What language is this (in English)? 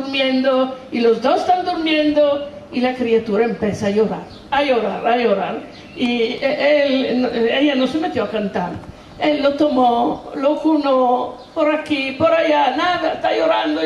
Ladino